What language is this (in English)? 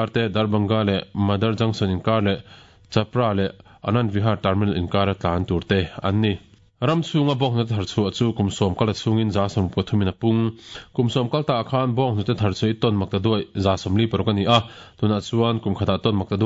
Mizo